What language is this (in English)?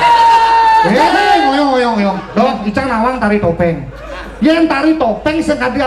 Balinese